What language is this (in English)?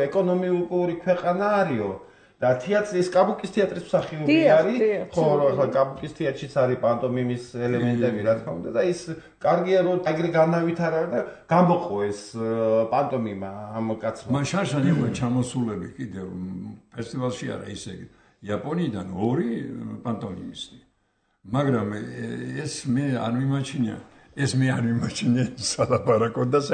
Georgian